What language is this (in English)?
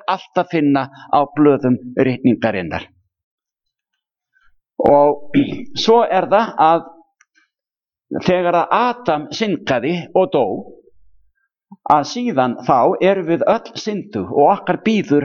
Icelandic